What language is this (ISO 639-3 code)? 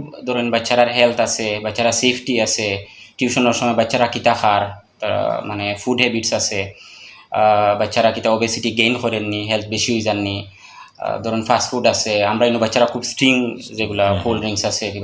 syl